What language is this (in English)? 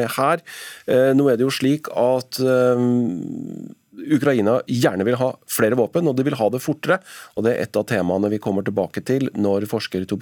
Norwegian